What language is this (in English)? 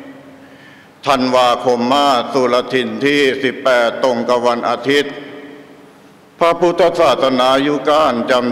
Thai